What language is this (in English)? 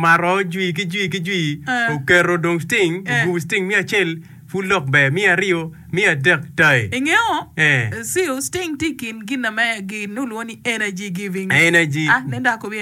Acoli